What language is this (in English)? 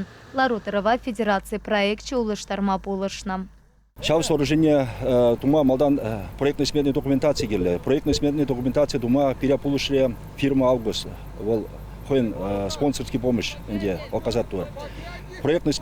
Chuvash